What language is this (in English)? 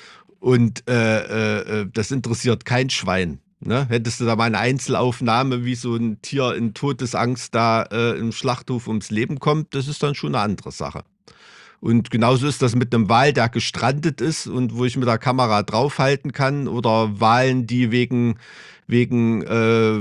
German